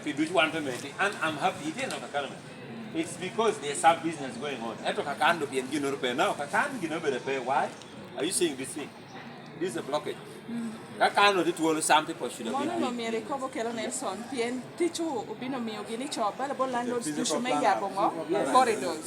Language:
Lango (Uganda)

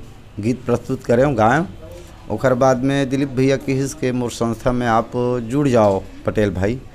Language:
Chhattisgarhi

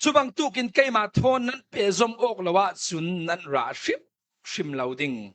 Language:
Falam Chin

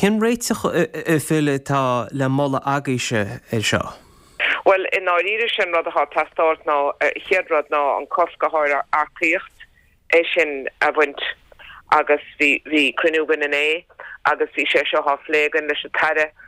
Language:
Irish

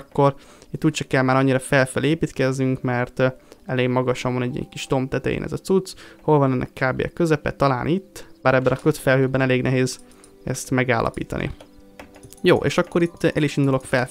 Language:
Hungarian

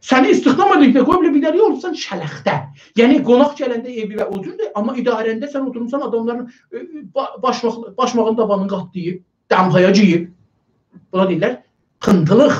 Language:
South Azerbaijani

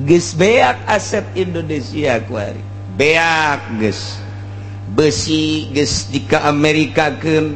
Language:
Sundanese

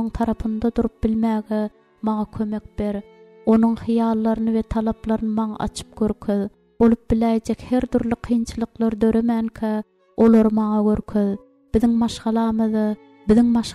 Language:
Turkmen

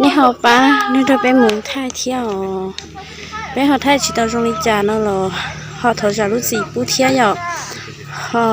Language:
Hmong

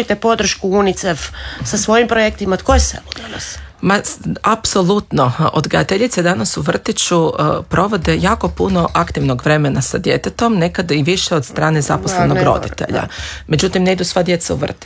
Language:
Croatian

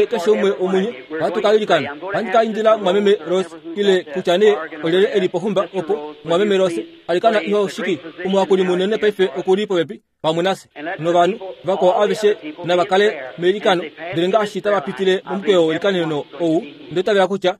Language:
Kuanyama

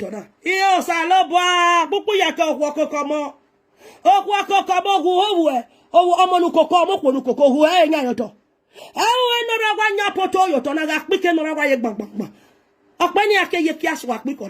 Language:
Nigerian Pidgin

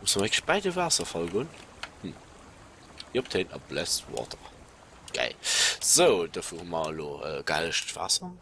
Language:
Luxembourgish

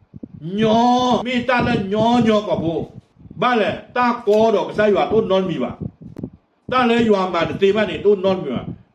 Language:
S'gaw Karen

